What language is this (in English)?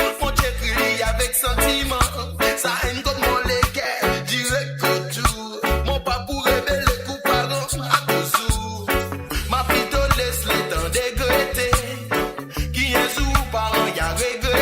Morisyen